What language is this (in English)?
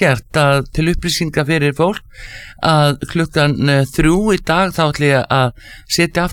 Icelandic